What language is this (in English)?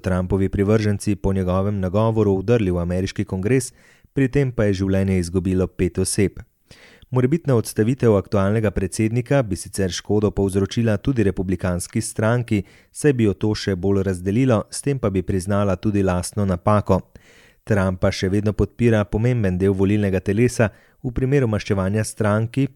Slovenian